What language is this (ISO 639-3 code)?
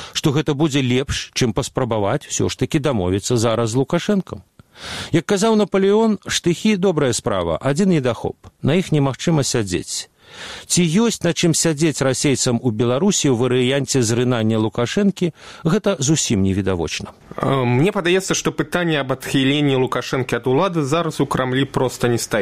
bel